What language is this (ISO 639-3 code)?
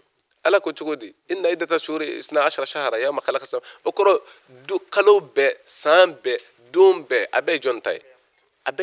bam